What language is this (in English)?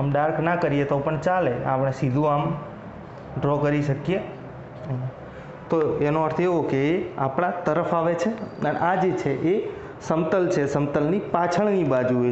Gujarati